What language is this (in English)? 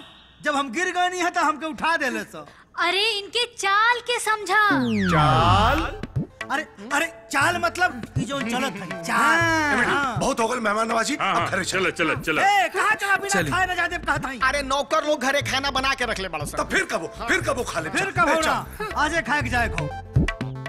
Bhojpuri